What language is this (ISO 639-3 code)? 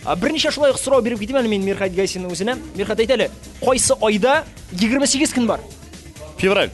tat